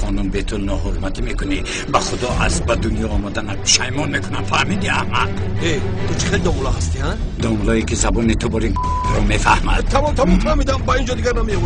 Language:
Tajik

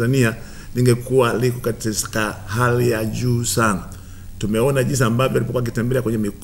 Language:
Swahili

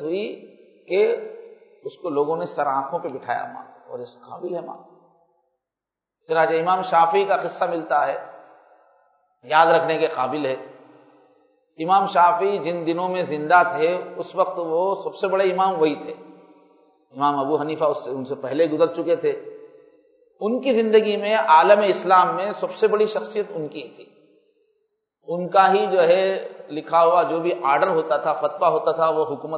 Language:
Urdu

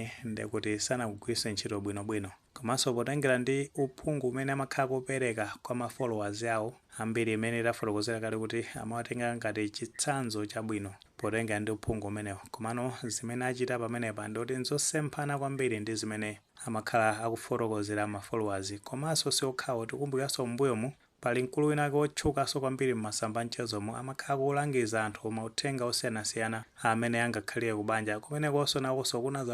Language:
Nyanja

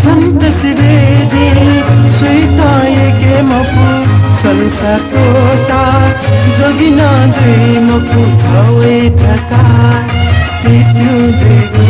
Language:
Newari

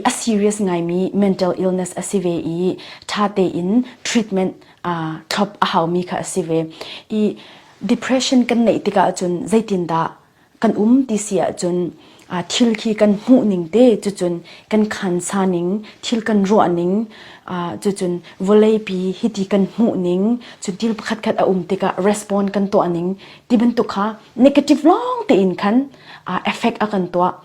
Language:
Falam Chin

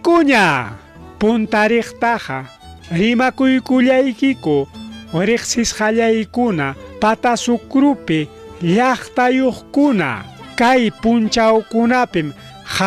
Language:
Ayacucho Quechua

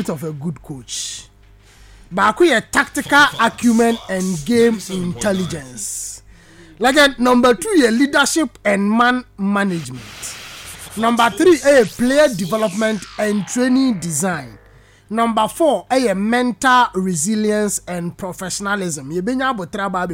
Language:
Akan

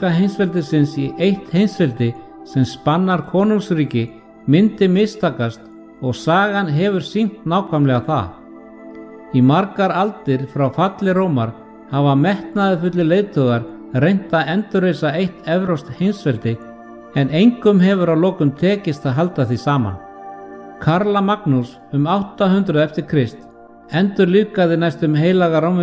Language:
Icelandic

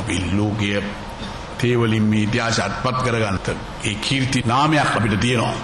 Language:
Sinhala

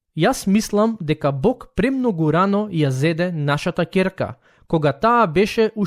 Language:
Macedonian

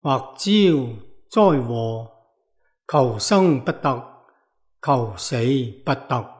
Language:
Cantonese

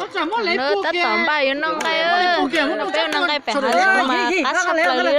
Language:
Hmong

